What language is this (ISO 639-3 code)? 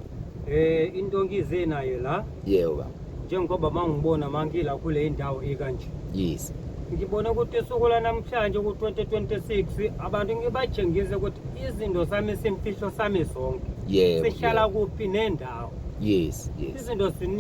zul